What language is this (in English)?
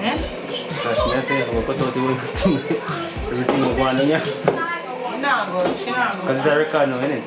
Jamaican Creole English